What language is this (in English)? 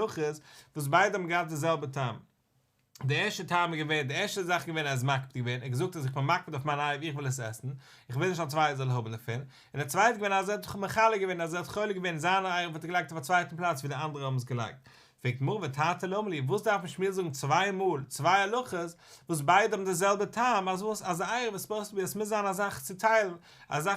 Yiddish